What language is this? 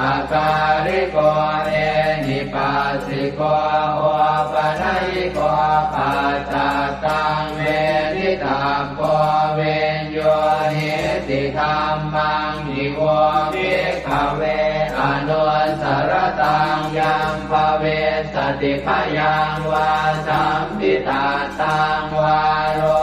Pali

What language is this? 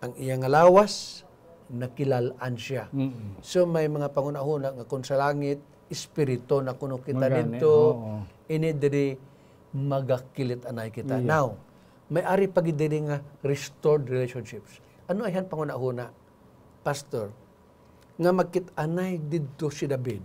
Hiligaynon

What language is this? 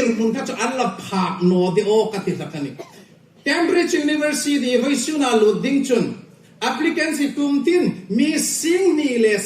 Hmar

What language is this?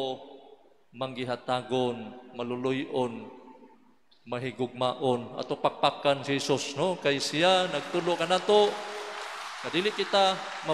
Cebuano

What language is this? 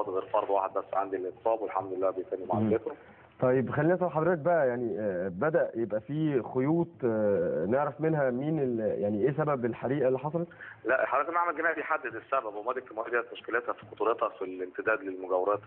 Egyptian Arabic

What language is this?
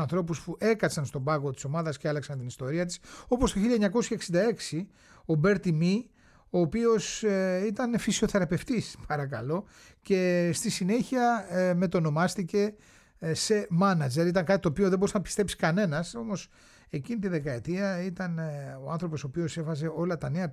Greek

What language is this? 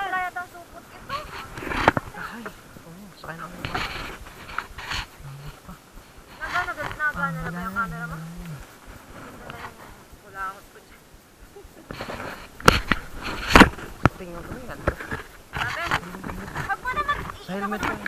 Filipino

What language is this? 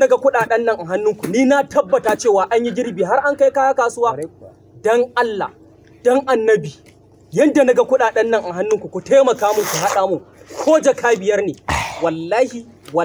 Hausa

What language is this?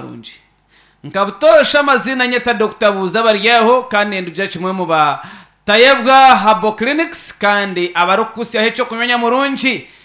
Nyankole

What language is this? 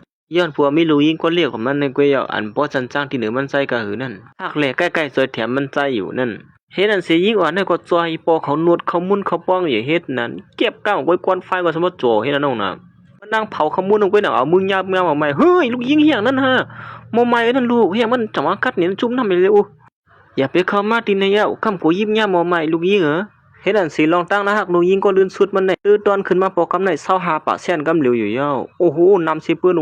Shan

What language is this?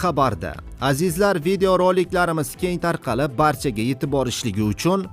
Uzbek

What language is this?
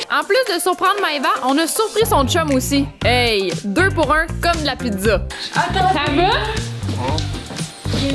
French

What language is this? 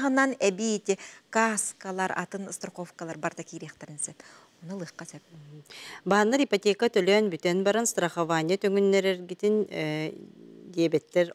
Yakut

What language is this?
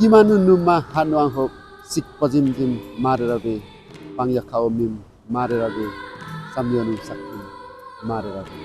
Limbu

